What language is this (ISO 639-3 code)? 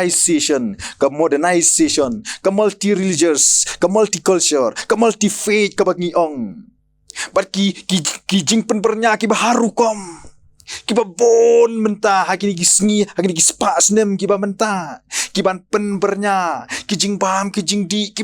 kha